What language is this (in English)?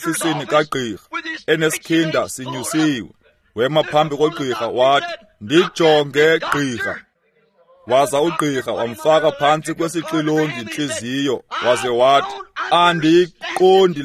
Xhosa